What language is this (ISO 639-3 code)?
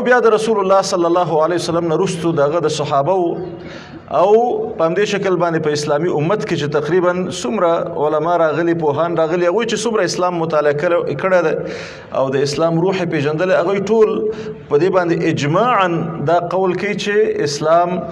pus